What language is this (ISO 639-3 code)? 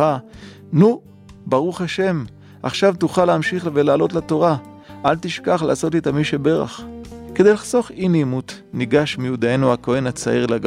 heb